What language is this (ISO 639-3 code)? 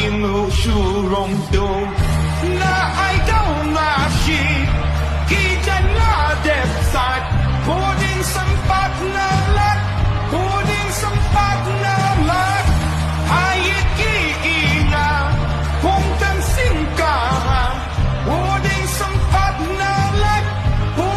kha